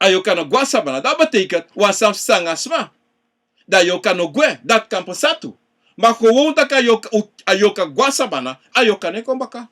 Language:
Sranan Tongo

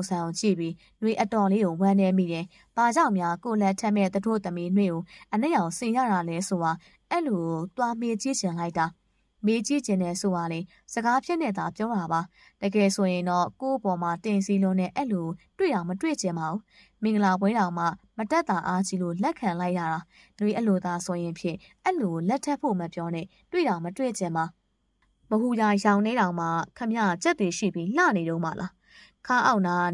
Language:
Burmese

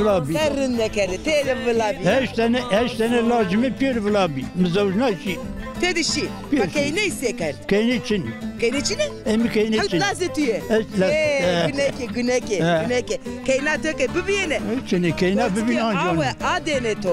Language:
Zaza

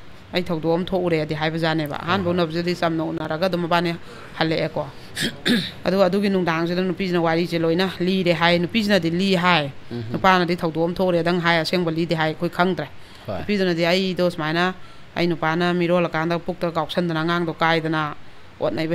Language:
Manipuri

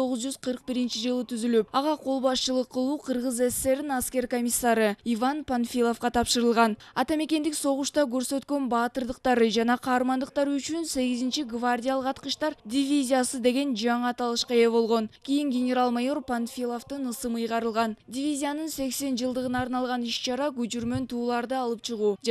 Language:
Kyrgyz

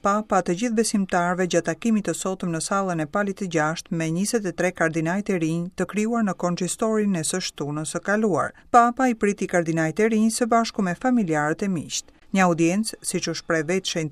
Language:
Albanian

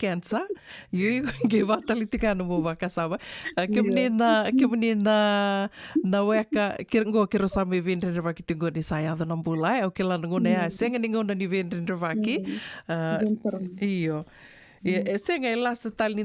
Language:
Fijian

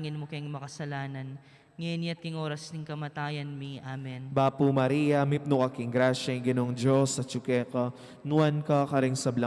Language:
Pampanga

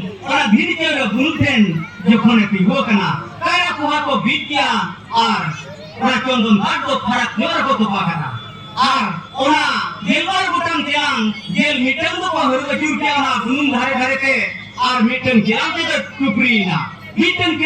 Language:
Santali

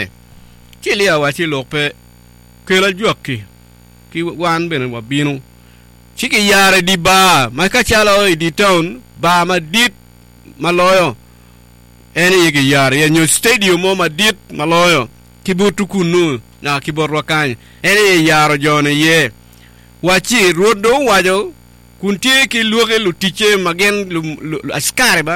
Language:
Acoli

